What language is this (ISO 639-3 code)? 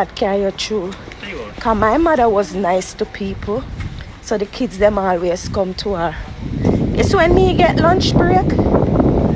jam